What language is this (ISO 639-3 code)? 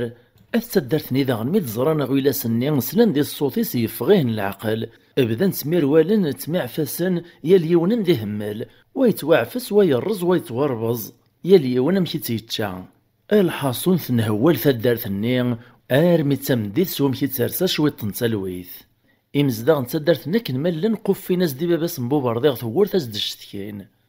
kab